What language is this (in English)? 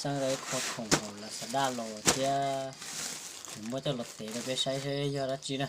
Hmong